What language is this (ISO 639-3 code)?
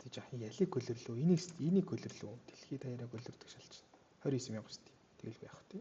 mon